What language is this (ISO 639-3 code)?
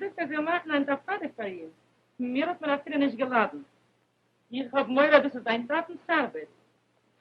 yid